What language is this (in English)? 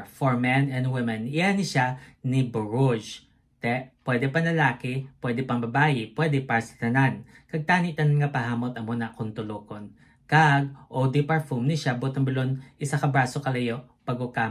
Hiligaynon